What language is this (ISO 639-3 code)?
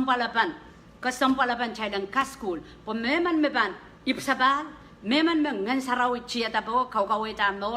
pon